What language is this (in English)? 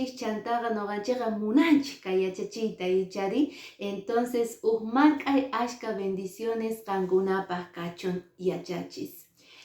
Quechua